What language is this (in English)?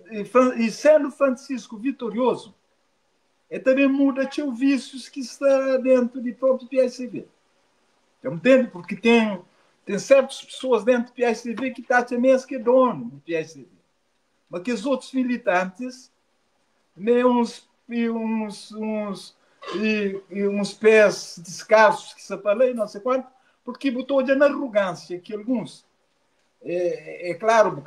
Kabuverdianu